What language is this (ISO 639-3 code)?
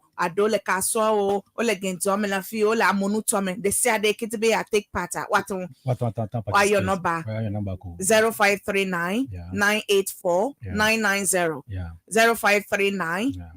ewe